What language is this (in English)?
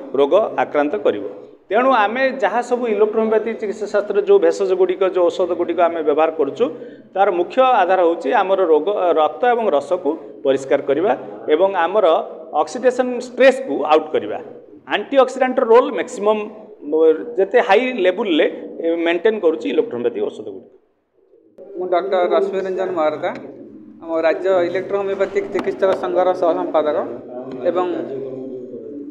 Odia